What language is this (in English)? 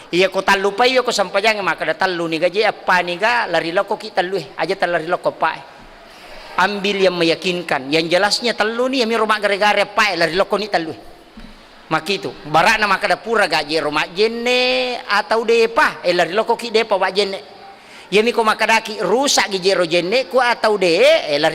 Buginese